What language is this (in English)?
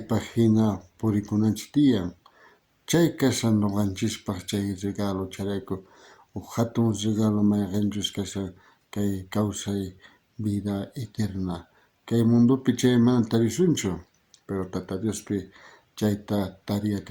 South Bolivian Quechua